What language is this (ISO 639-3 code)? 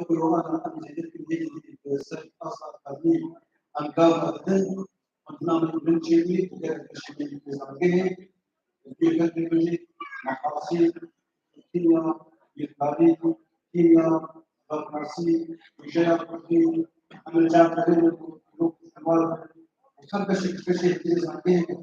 kur